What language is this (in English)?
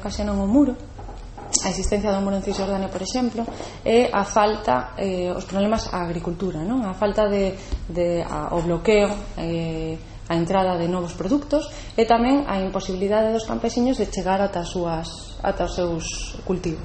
Galician